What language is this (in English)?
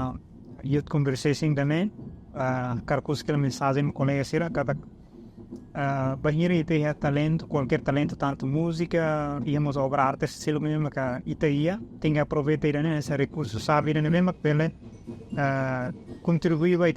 Tetum